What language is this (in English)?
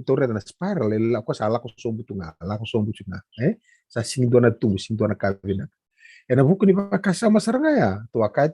Fijian